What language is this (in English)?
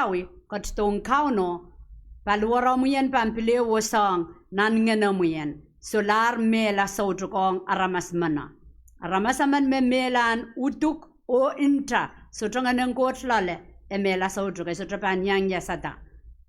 Pohnpeian